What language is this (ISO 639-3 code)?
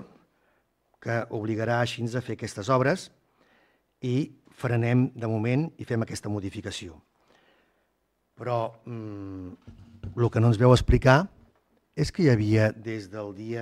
cat